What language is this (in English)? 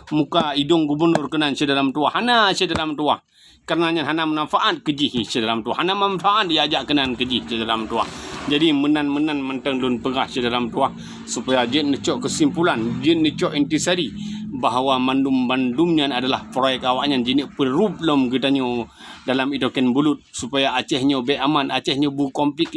Achinese